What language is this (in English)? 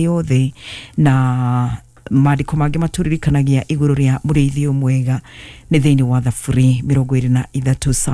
Kikuyu